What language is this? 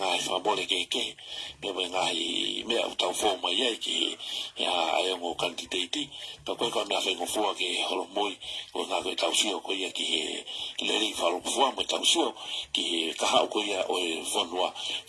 Tongan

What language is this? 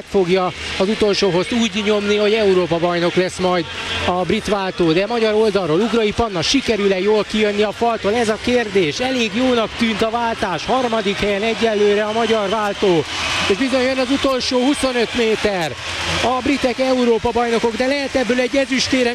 Hungarian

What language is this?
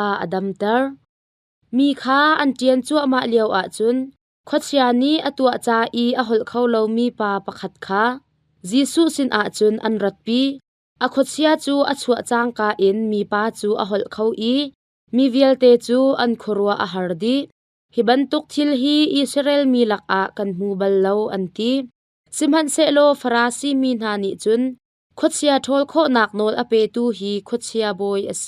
Hakha Chin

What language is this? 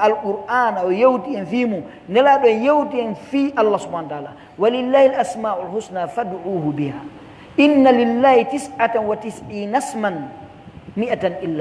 Pular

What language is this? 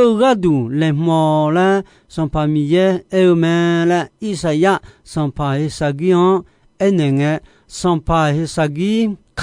Akha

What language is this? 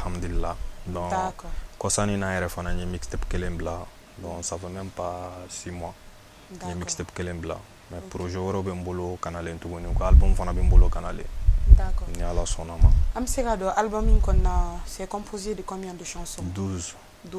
Bambara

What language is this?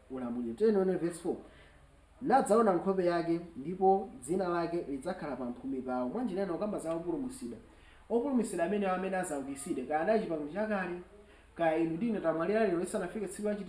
Nyanja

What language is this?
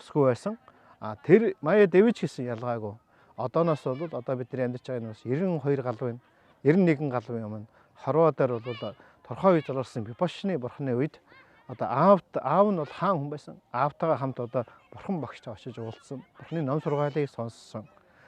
Mongolian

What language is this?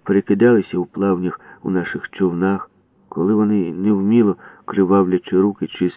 Ukrainian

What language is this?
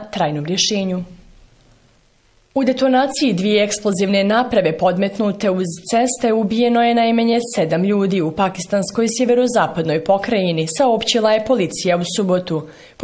Bosnian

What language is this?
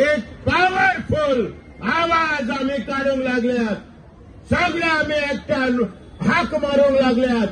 Konkani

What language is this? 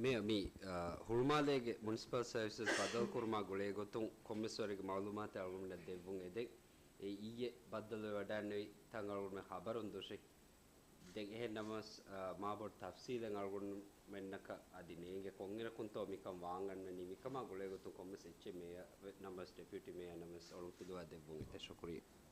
Divehi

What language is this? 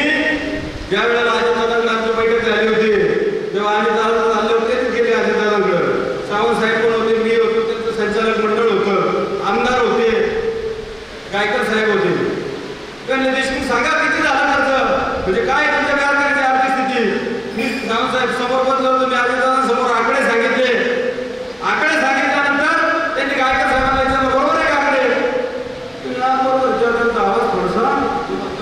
Marathi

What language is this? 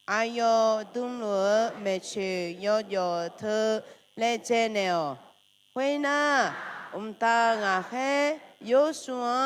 Akha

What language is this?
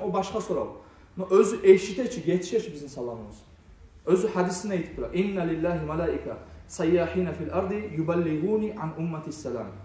Kumyk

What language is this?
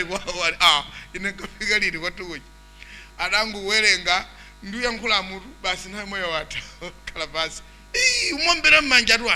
Nyanja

